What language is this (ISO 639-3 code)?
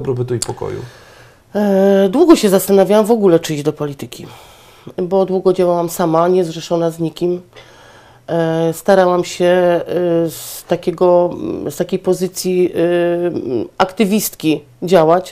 pol